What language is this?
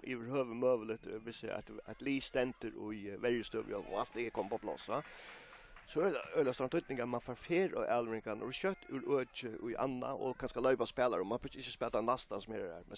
Faroese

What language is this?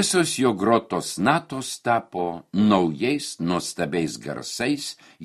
Lithuanian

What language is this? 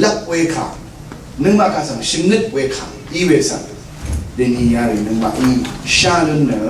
Rawang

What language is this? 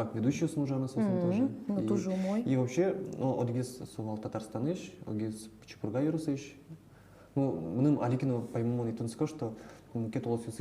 Udmurt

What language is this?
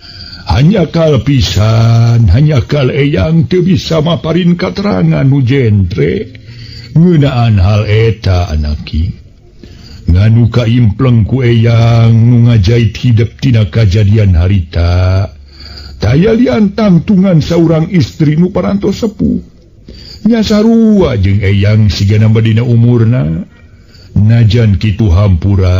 Sundanese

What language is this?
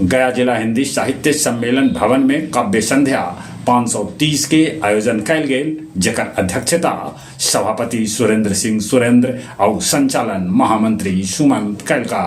Magahi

